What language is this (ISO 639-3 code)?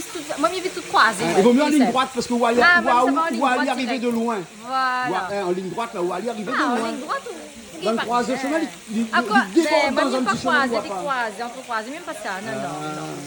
rcf